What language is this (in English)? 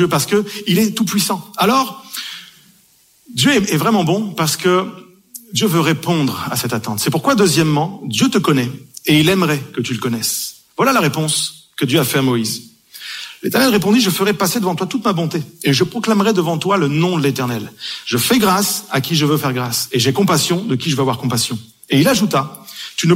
French